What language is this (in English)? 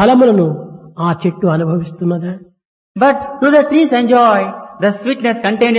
Telugu